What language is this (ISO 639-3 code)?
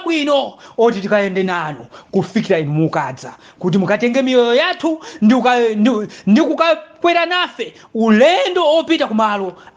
nya